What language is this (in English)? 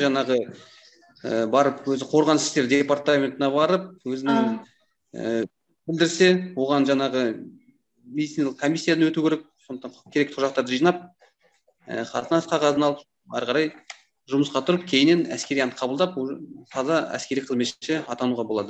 Kazakh